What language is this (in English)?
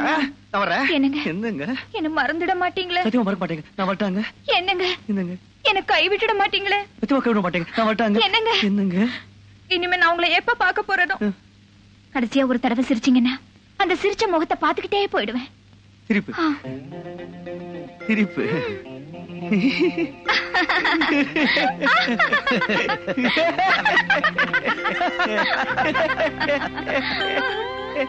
Tamil